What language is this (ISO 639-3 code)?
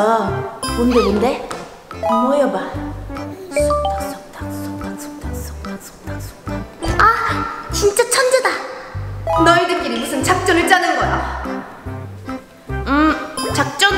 kor